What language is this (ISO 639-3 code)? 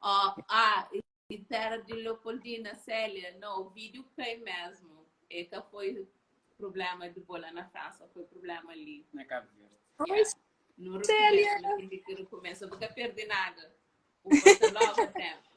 kea